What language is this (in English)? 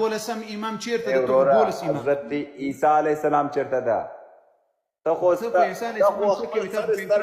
Pashto